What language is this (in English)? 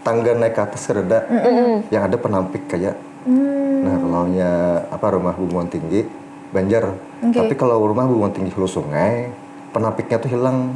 Banjar